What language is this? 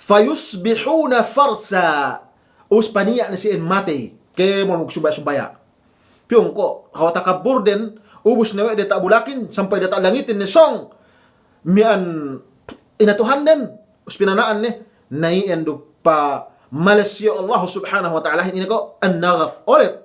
Yakan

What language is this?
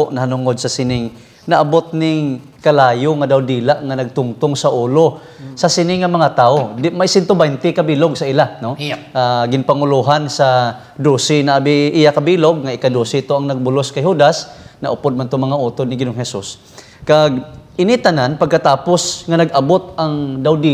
Hiligaynon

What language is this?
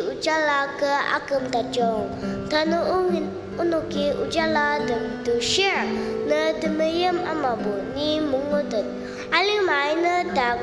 Ao Naga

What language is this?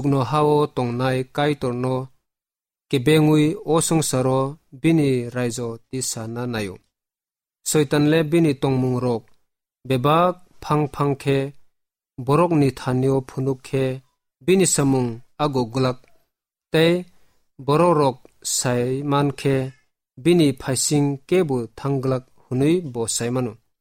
Kok Borok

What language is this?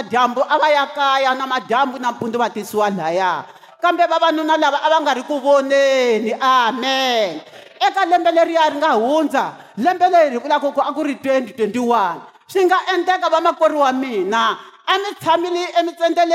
Tsonga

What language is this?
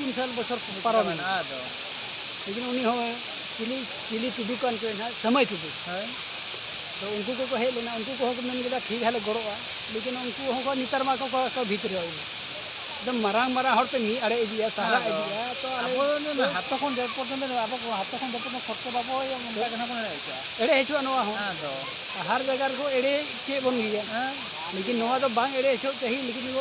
Santali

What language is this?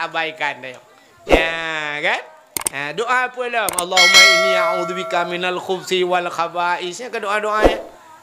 Achinese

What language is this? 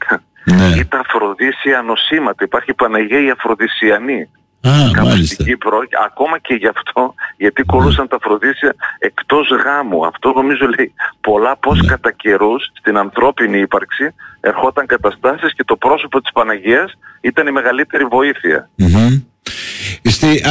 Greek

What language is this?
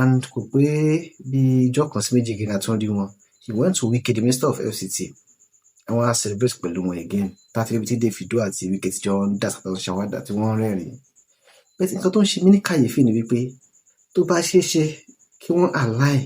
Yoruba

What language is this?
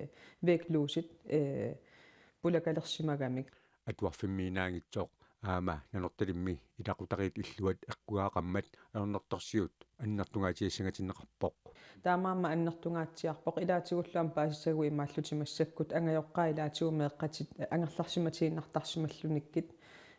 Kalaallisut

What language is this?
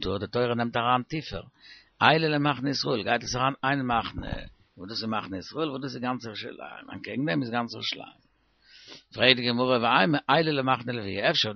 Yiddish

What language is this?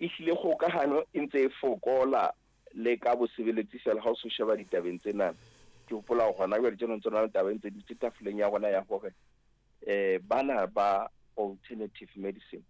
Southern Sotho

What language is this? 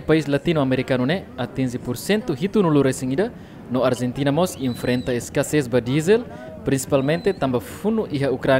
Tetum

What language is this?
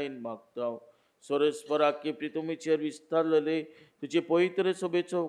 Konkani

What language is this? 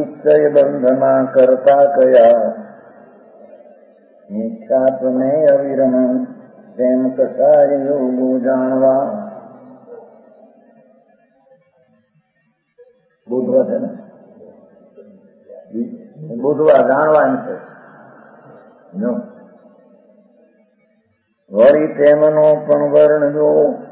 Gujarati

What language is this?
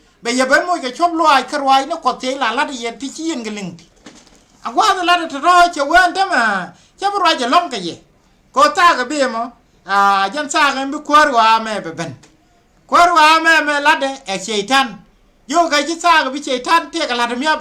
Nuer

